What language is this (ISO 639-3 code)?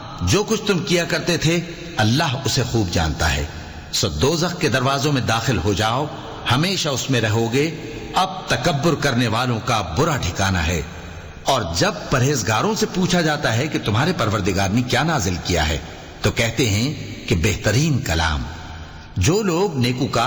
urd